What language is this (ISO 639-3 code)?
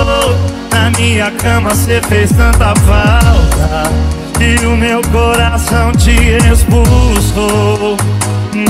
por